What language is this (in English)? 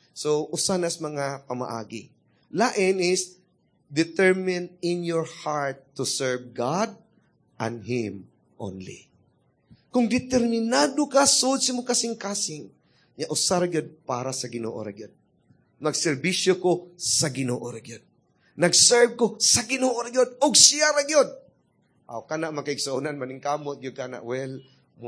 Cebuano